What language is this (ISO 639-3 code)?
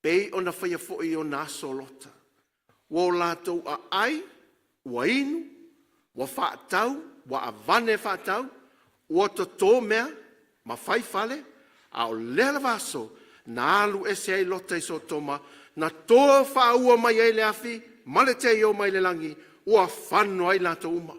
smo